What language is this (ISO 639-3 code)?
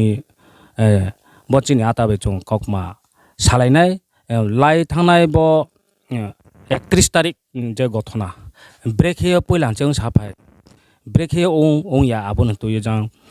ria